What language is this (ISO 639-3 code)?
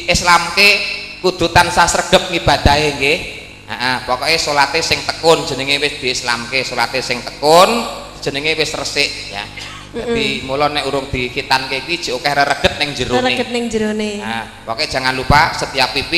jav